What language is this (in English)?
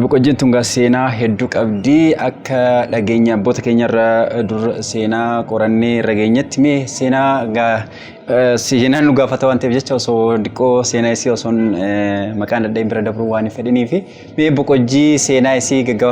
Oromo